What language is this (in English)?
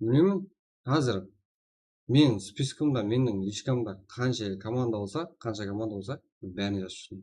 Kara-Kalpak